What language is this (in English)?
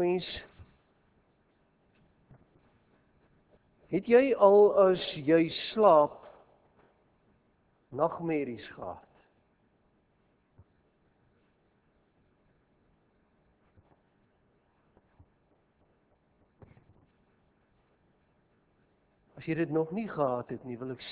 Afrikaans